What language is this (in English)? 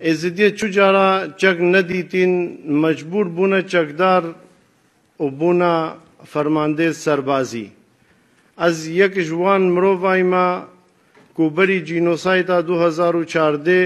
Kurdish